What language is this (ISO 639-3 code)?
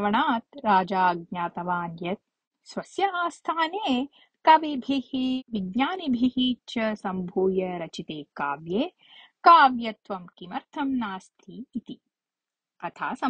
san